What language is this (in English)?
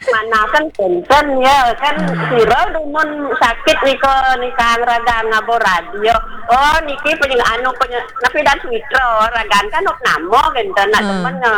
Balinese